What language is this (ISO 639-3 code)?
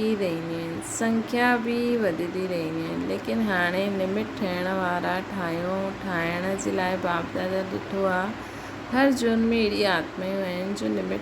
snd